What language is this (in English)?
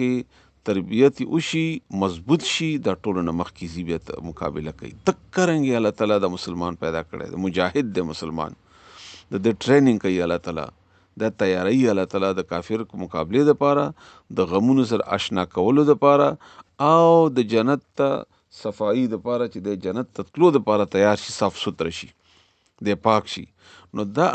Pashto